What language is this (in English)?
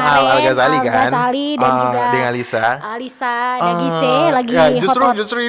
Manado Malay